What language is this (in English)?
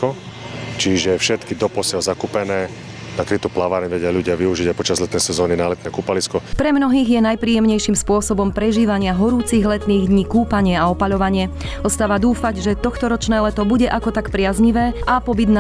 Slovak